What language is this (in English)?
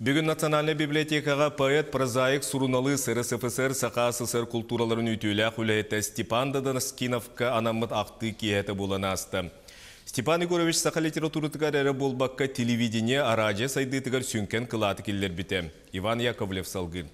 Yakut